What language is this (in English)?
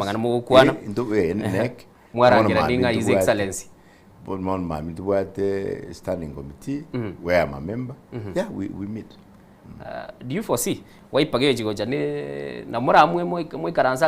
Gusii